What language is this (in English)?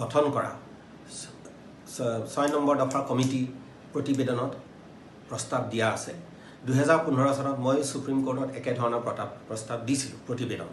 Assamese